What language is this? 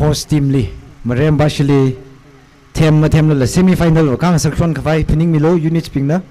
Tangkhul Naga (India)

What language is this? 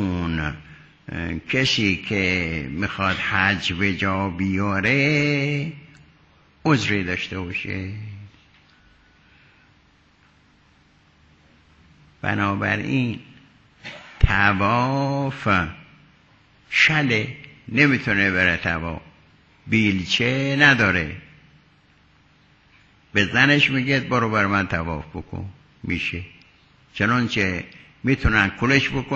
Persian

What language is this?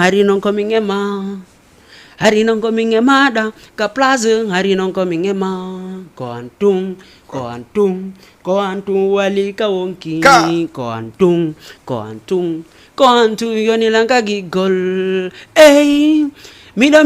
Fula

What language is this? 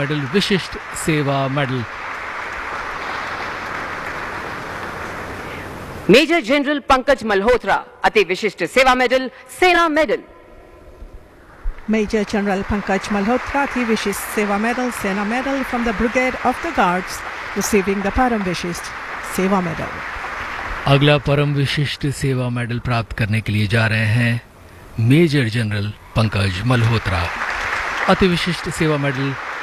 Hindi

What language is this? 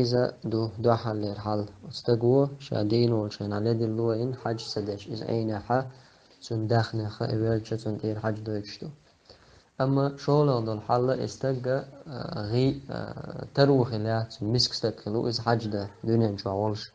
Chechen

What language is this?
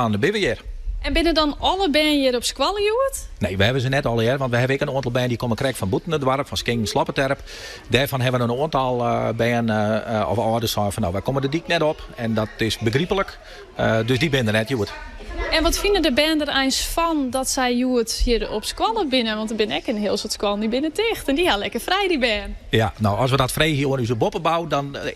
Western Frisian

